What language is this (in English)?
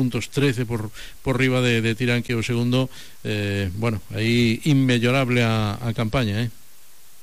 Galician